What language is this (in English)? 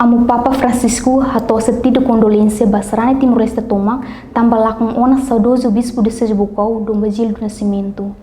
Tetum